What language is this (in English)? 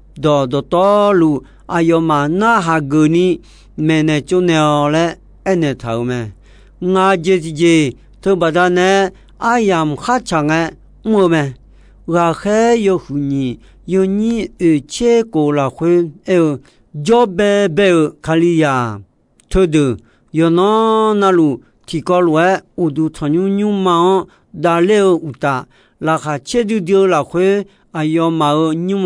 Akha